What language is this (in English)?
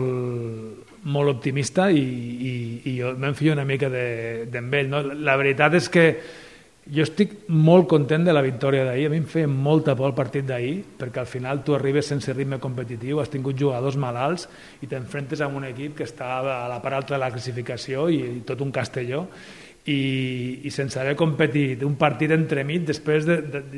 Catalan